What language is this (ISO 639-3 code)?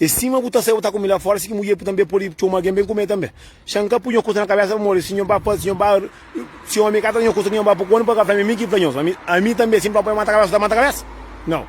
kea